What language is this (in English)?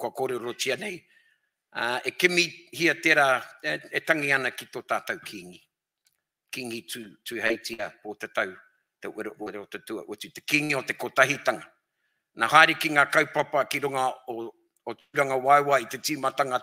Māori